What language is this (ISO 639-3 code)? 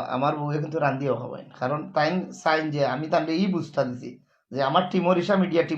syl